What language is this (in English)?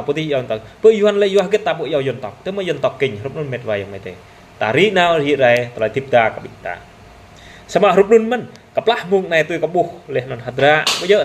Jarai